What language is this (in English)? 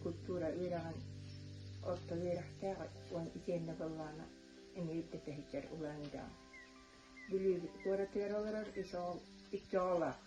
Yakut